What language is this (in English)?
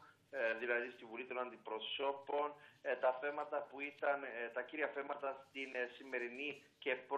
Greek